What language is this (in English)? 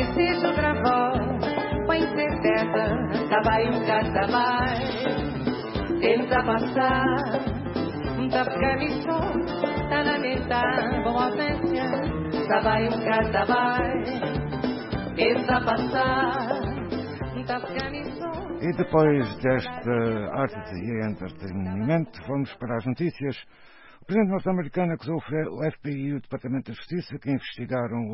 Portuguese